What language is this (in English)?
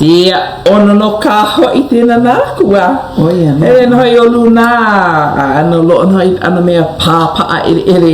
Hawaiian